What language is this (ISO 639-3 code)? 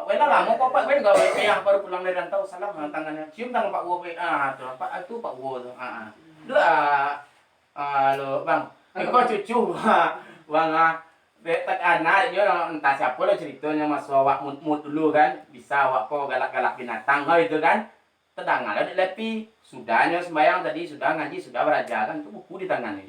min